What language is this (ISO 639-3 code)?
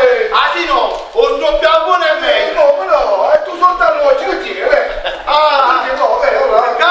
ita